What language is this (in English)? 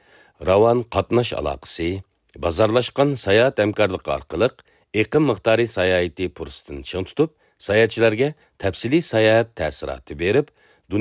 Uyghur